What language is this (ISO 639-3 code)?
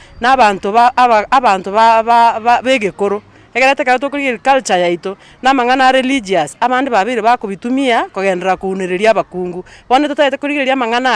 guz